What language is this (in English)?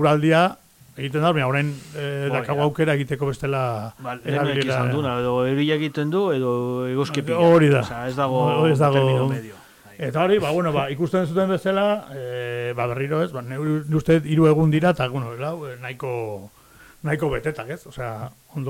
Basque